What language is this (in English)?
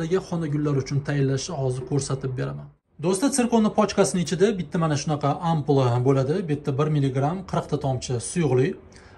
Uzbek